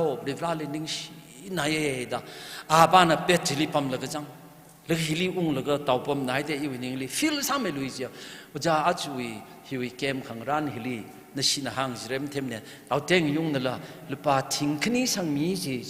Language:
Tangkhul Naga (India)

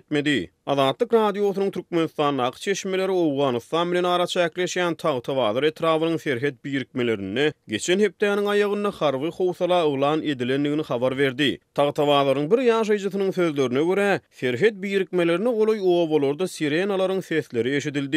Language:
Turkmen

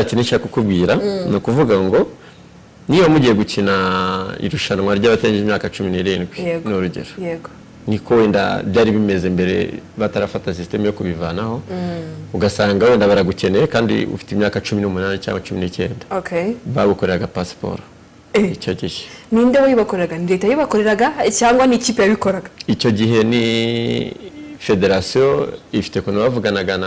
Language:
Kinyarwanda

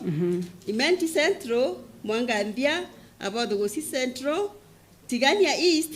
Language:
Meru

